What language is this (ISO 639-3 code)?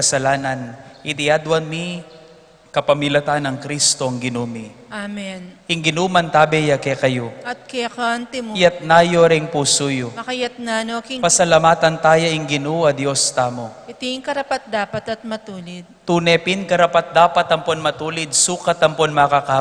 pam